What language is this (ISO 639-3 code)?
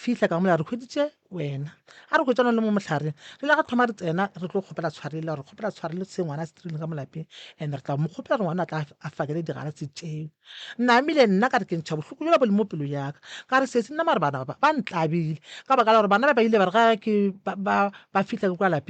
nso